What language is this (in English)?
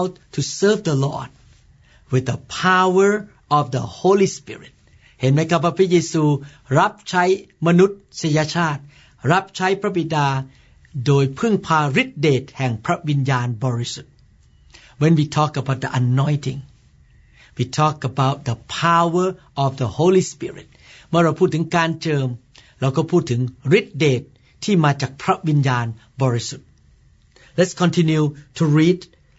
Thai